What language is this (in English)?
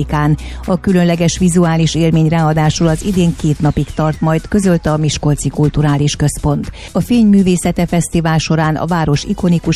Hungarian